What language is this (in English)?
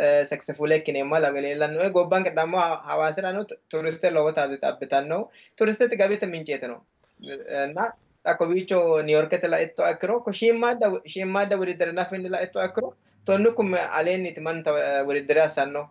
Sidamo